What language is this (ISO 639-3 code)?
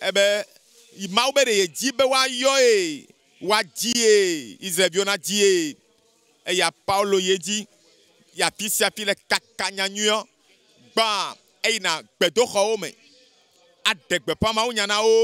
ewe